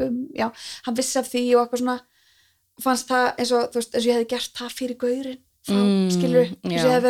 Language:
Icelandic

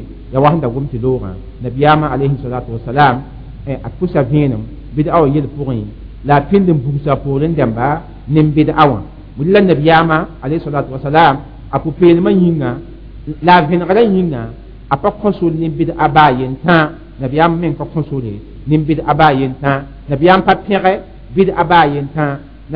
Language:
Mossi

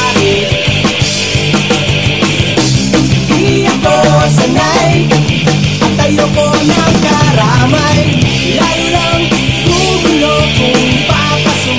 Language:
Filipino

